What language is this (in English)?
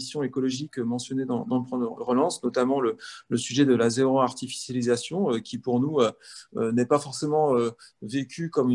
French